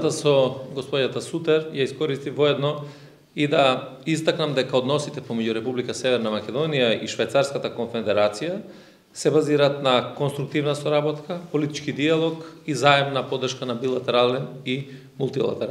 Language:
Macedonian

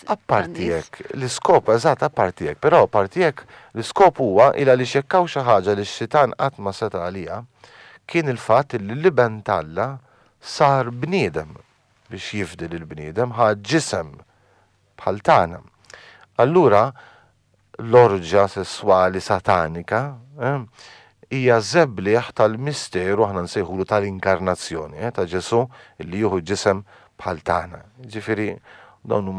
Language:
Maltese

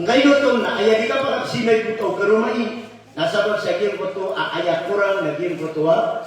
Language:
Maranao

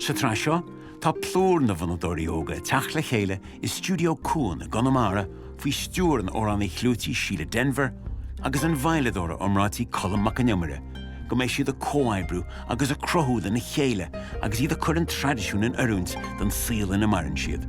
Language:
Irish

